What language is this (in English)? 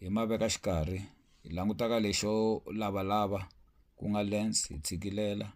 Tsonga